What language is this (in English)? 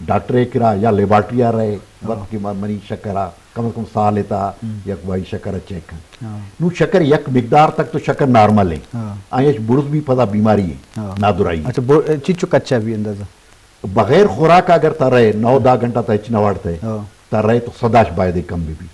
Eastern Balochi